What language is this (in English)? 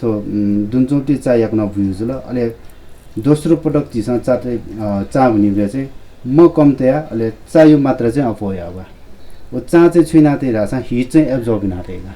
Newari